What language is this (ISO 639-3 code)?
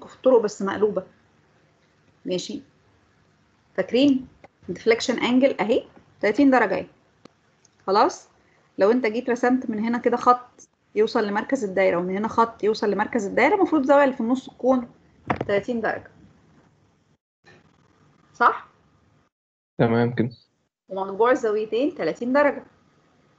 arz